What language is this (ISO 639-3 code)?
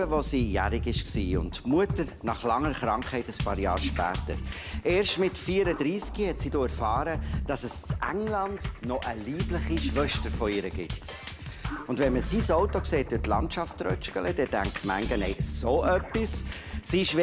gsw